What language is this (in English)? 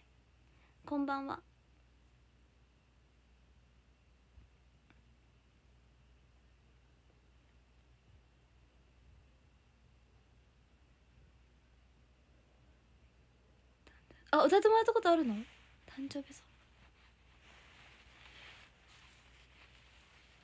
Japanese